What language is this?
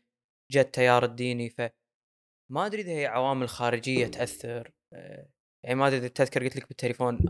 Gulf Arabic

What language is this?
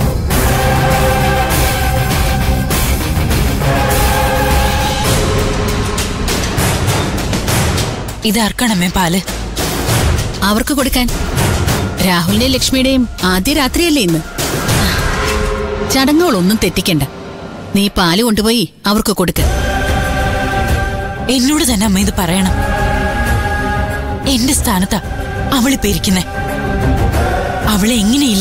Malayalam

